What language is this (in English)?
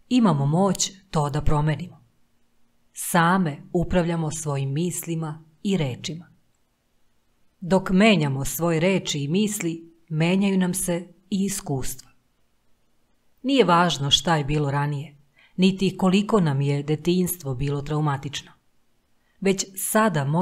Serbian